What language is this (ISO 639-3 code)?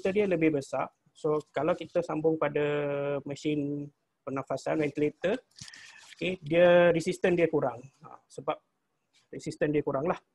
msa